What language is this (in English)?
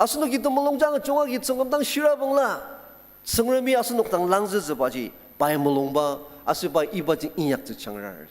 Ao Naga